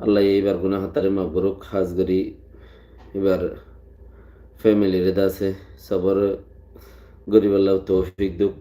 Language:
Rohingya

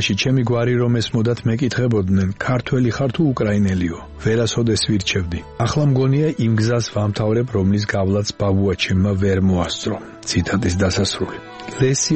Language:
Georgian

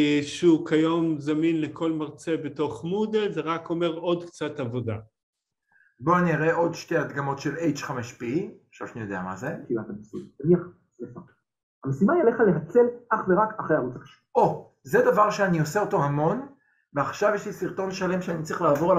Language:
Hebrew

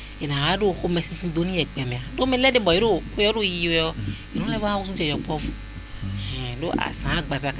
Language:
Fon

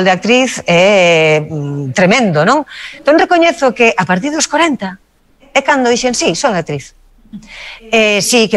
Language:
Galician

